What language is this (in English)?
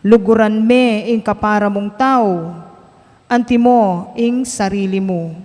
Pampanga